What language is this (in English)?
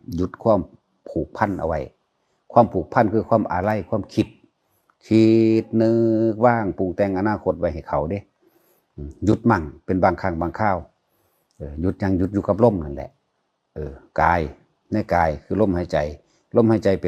Northeastern Thai